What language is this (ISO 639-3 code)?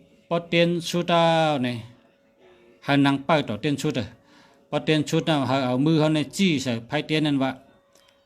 shn